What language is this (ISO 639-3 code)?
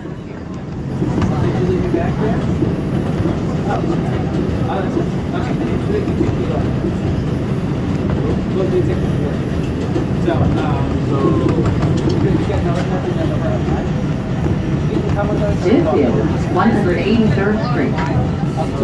eng